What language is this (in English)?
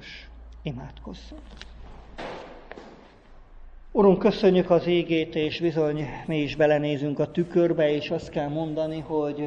Hungarian